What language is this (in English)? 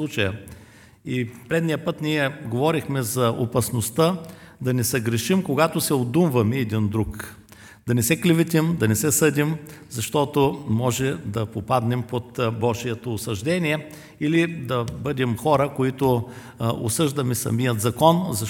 Bulgarian